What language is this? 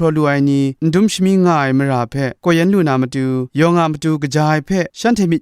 Kachin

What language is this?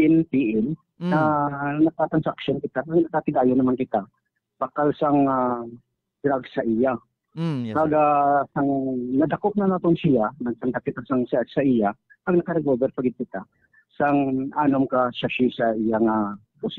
Hiligaynon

